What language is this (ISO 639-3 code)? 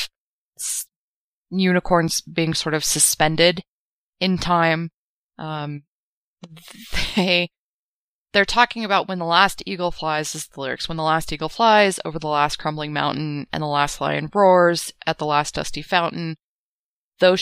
eng